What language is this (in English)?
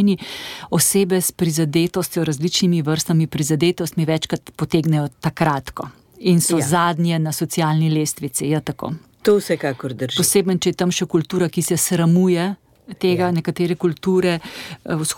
Slovenian